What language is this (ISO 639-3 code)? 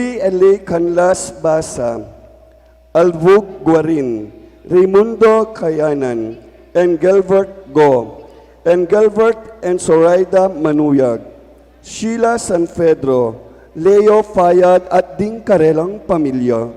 pam